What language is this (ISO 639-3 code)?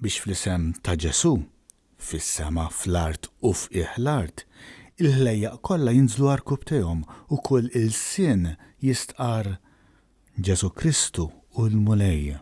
mlt